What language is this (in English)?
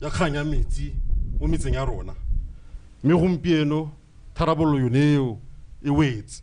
Tswana